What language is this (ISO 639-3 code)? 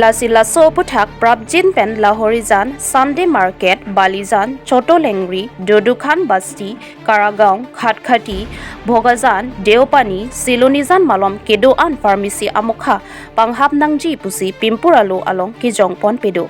mjw